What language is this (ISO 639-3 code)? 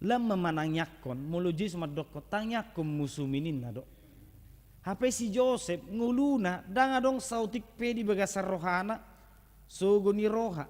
bbc